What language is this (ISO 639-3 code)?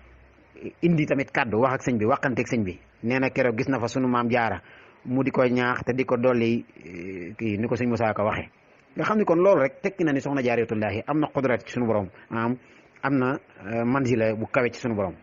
wol